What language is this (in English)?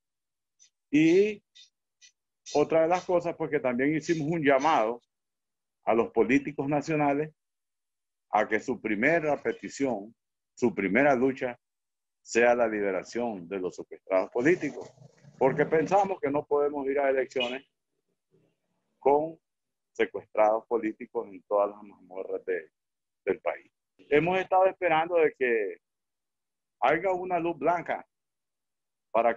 Spanish